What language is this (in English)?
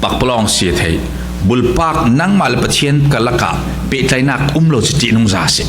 Falam Chin